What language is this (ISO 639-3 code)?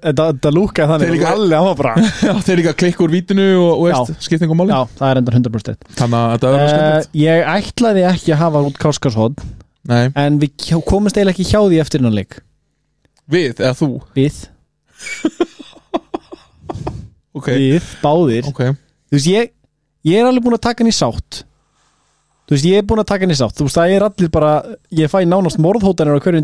isl